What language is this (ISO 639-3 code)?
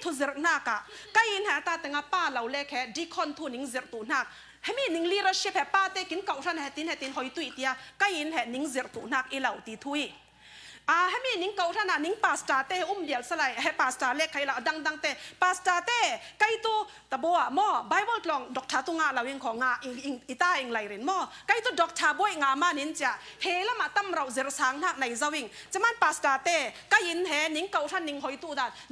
cfm